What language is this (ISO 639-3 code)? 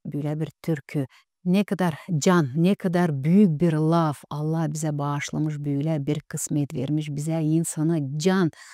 gag